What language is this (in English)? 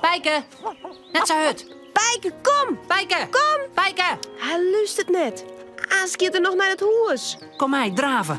Western Frisian